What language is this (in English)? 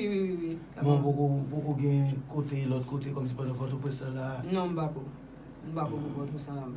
Haitian Creole